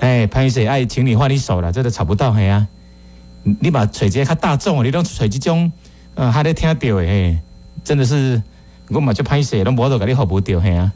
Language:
Min Nan Chinese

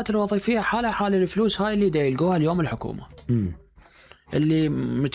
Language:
Mesopotamian Arabic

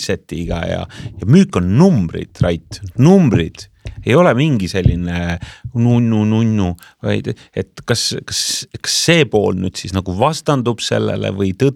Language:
Estonian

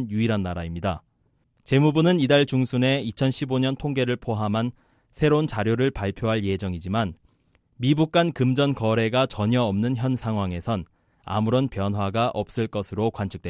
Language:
Korean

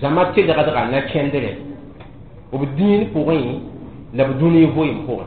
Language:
Mossi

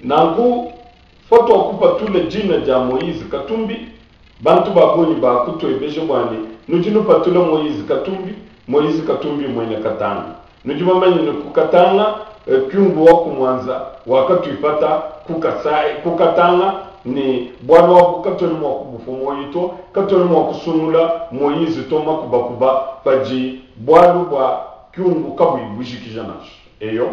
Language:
Luba-Lulua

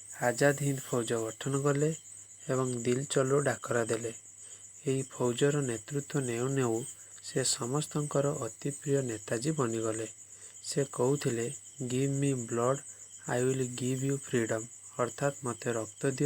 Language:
Odia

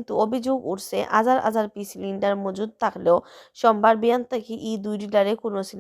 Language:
Sylheti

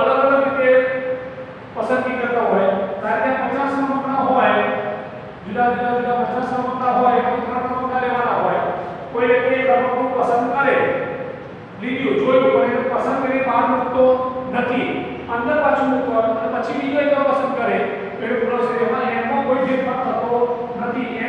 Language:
Gujarati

